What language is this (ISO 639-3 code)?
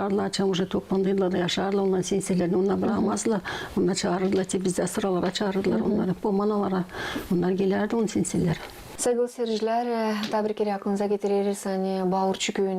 gag